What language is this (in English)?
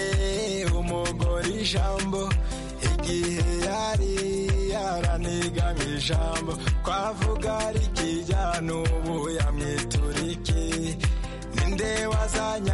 Kinyarwanda